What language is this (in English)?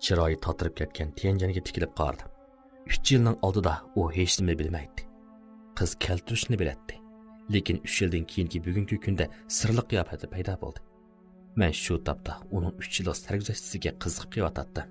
Uyghur